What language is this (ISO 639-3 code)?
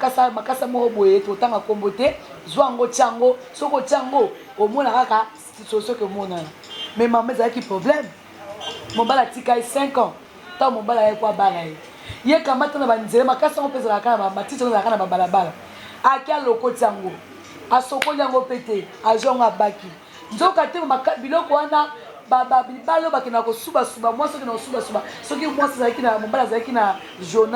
lin